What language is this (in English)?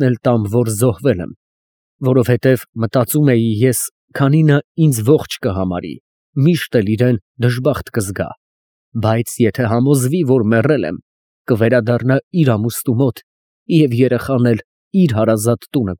Armenian